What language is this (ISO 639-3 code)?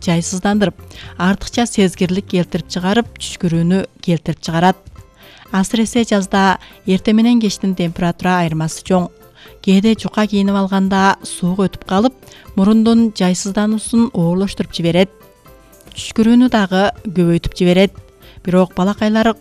kir